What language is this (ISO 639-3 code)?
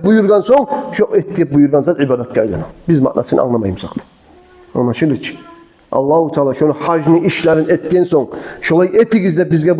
kum